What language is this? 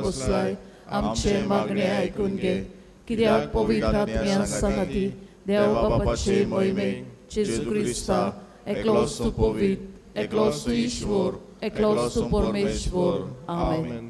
Konkani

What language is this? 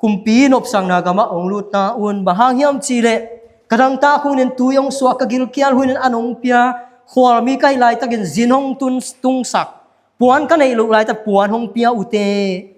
Tedim Chin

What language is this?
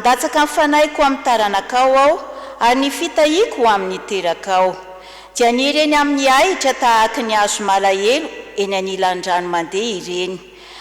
Malagasy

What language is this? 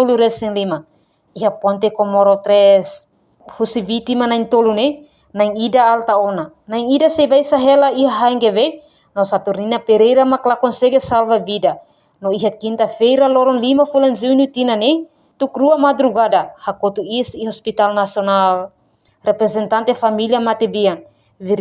Tetum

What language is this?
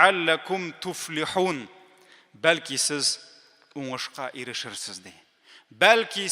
Tatar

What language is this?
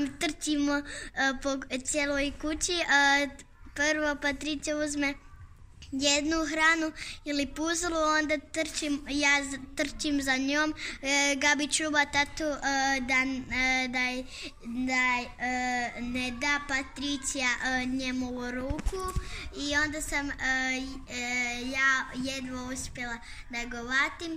Serbian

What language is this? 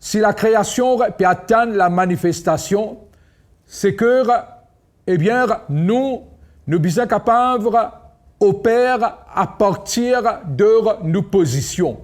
Morisyen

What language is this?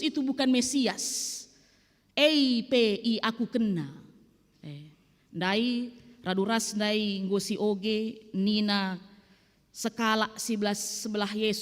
Batak Karo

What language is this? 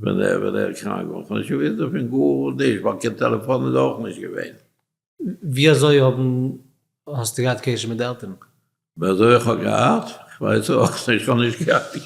Yiddish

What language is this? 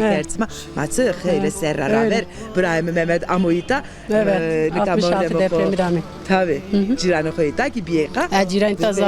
Zaza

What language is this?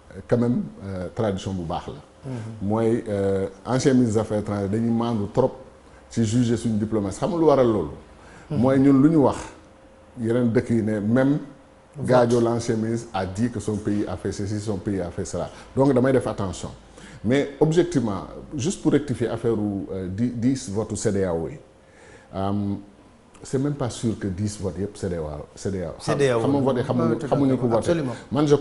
Wolof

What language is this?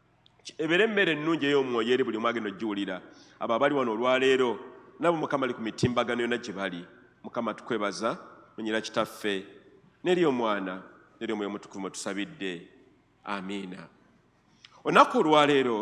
Ganda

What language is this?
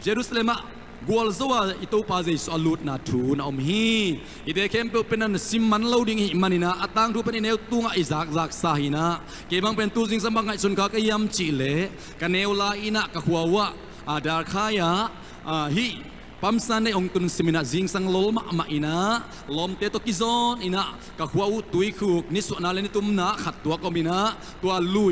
Tedim Chin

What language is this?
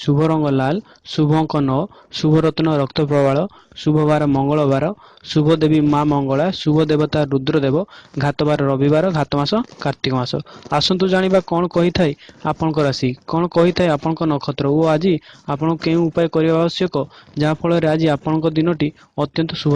Odia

